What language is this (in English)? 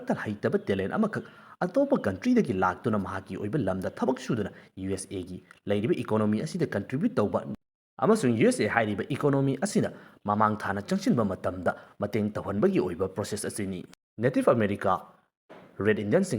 Manipuri